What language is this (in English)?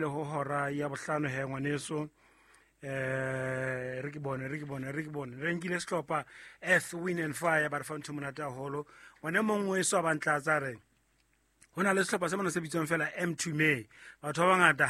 Southern Sotho